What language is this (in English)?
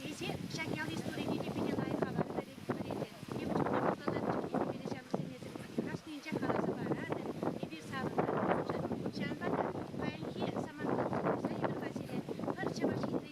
Chuvash